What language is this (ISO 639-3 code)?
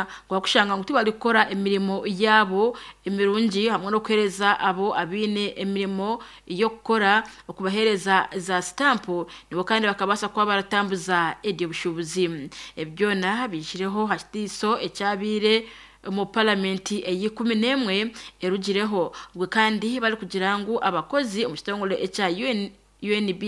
nyn